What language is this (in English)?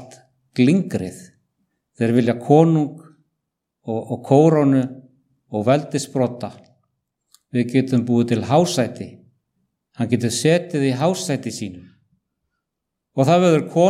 Icelandic